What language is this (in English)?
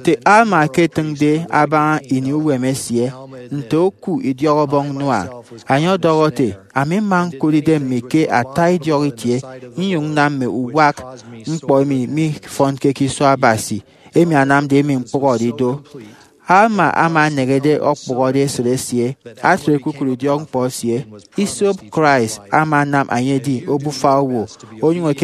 Efik